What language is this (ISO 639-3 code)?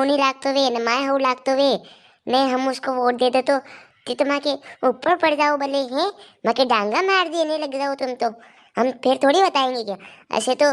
raj